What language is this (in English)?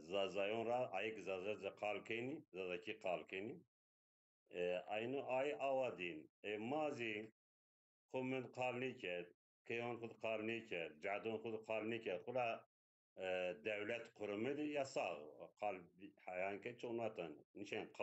Zaza